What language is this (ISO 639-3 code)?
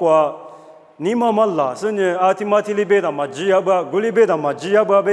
lis